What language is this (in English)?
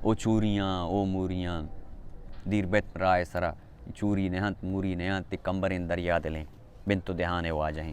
Baluchi